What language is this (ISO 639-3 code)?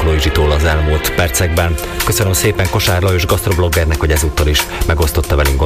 hun